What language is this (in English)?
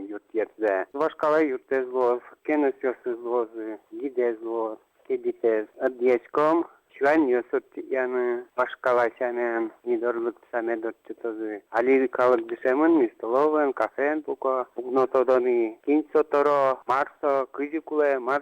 Udmurt